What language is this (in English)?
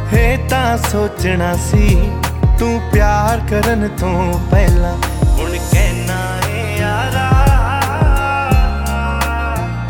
Punjabi